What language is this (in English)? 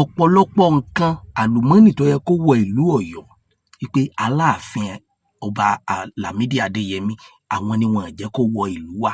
Yoruba